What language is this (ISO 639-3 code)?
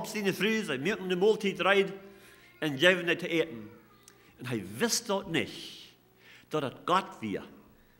pdt